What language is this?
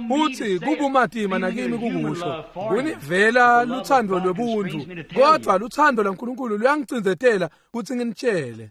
Swati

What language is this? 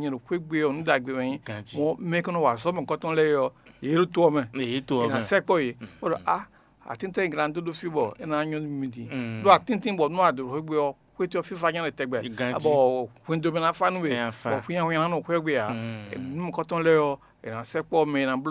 Fon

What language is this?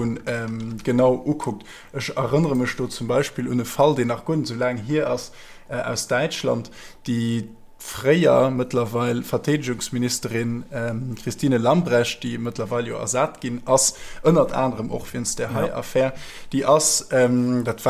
Luxembourgish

